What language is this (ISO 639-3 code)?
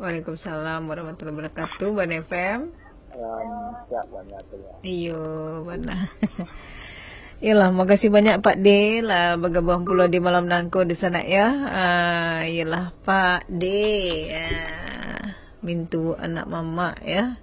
min